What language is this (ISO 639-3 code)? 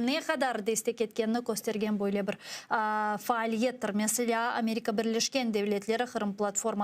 crh